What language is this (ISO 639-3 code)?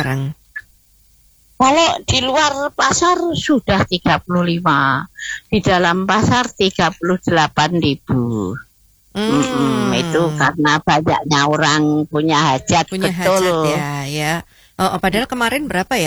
ind